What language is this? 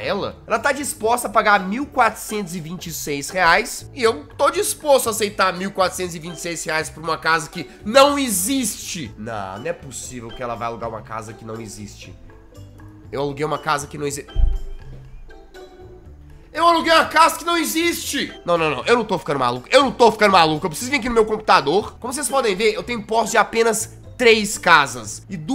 Portuguese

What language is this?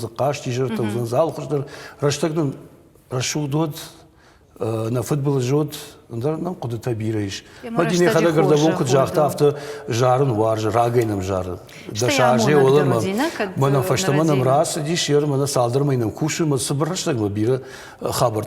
Ossetic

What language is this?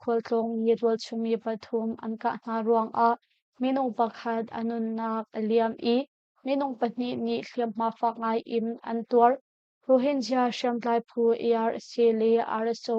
Hakha Chin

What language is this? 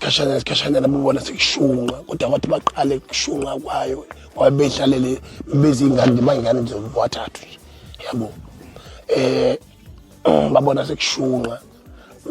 Zulu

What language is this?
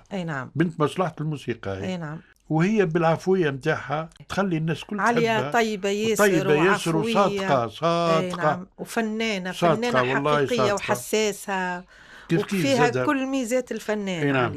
Tunisian Arabic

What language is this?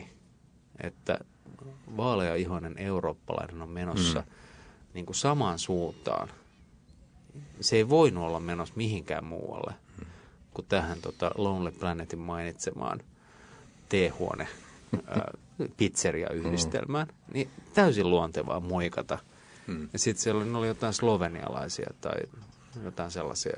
Finnish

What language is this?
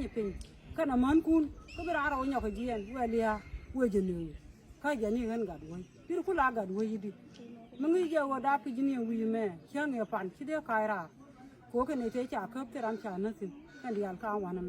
Nuer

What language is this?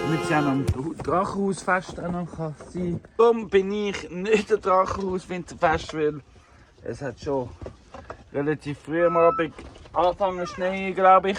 Swiss German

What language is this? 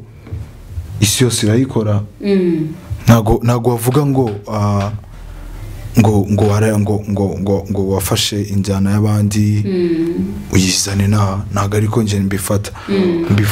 Kinyarwanda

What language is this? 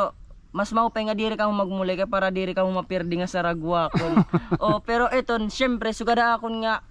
Waray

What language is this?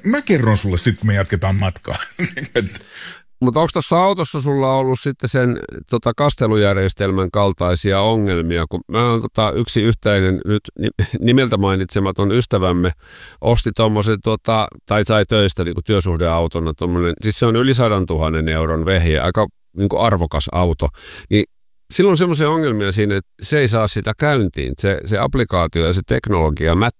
Finnish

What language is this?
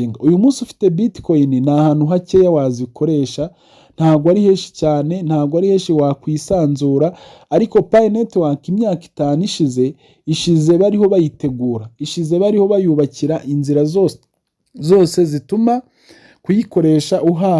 Kinyarwanda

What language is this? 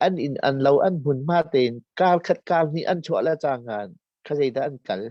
Hakha Chin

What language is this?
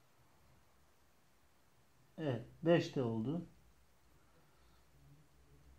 Turkish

